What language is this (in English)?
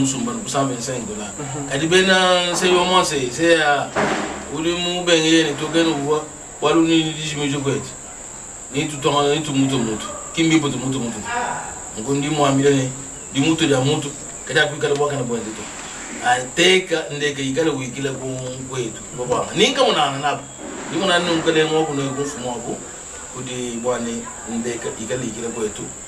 Luba-Lulua